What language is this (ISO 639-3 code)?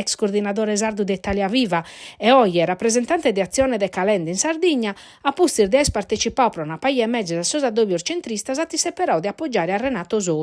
srd